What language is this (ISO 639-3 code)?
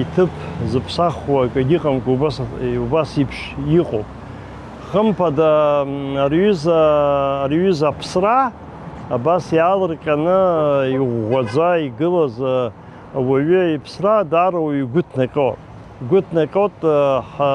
abk